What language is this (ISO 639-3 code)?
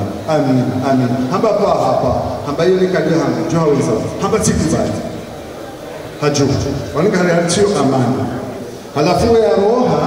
swa